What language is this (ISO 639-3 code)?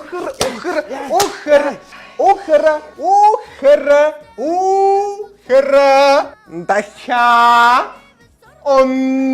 mon